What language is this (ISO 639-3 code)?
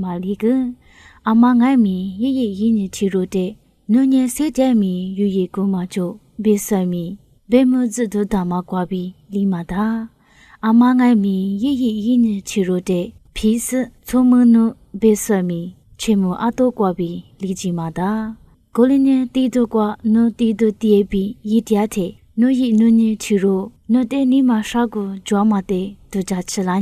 lis